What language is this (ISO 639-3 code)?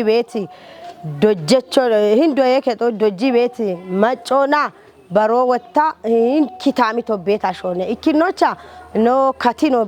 kbr